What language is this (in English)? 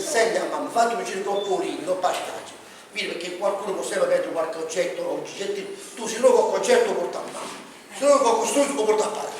Neapolitan